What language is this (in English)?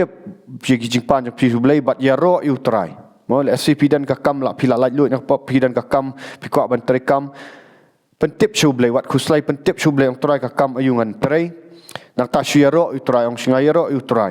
Khasi